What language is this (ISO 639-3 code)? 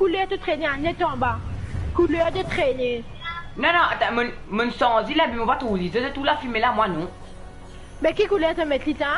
mfe